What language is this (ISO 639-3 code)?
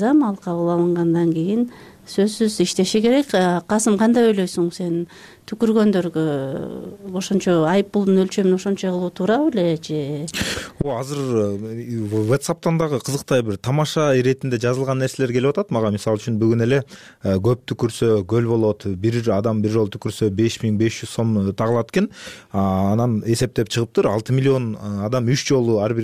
kir